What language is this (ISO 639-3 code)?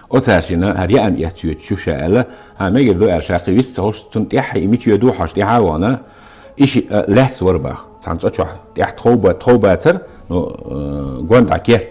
che